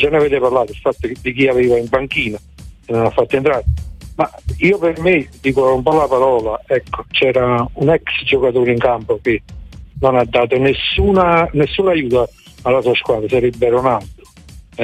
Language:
Italian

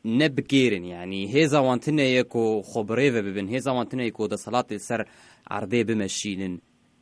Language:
Kurdish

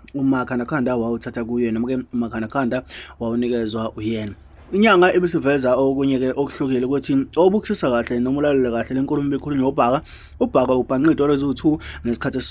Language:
Zulu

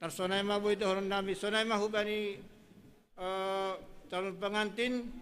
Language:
Batak Simalungun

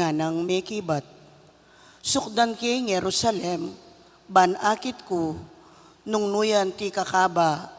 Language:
Pampanga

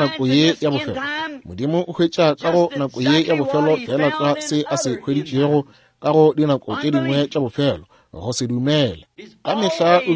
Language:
Northern Sotho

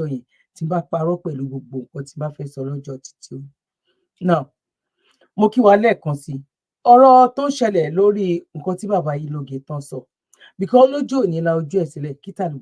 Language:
Yoruba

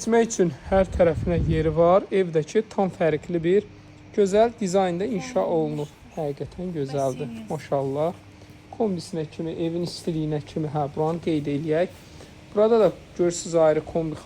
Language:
Azerbaijani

